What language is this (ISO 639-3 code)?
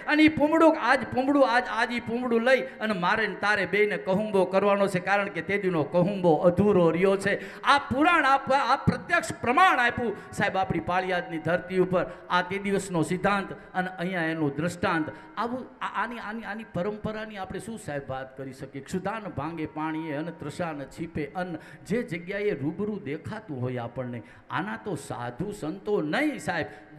guj